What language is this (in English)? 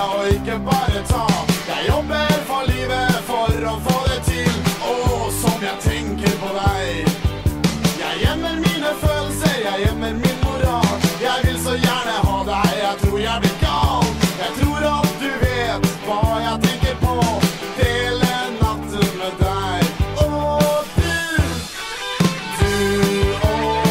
Norwegian